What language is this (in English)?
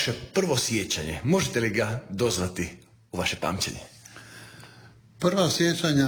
Croatian